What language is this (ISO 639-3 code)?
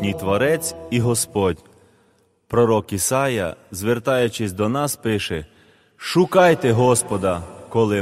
ukr